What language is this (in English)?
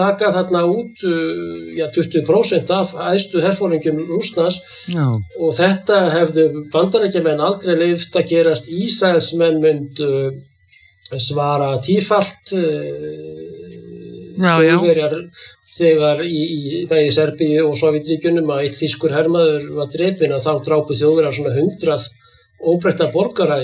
Icelandic